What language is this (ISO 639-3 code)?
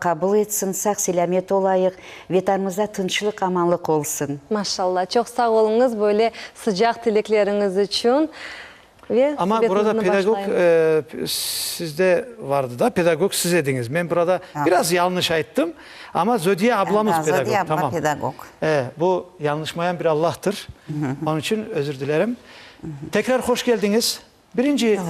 crh